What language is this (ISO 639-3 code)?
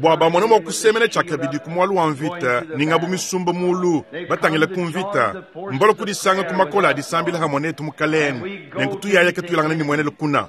lua